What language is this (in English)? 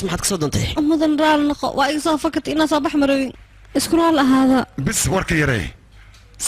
Somali